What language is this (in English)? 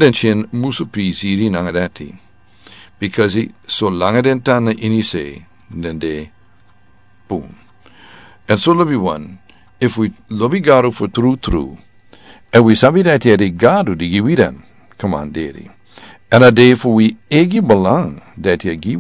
Sranan Tongo